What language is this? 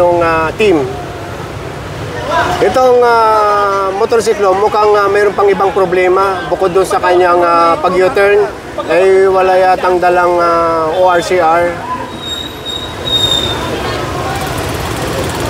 Filipino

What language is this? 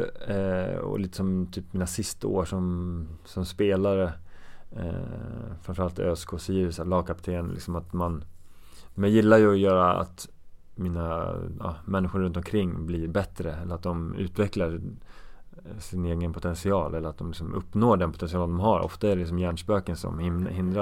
Swedish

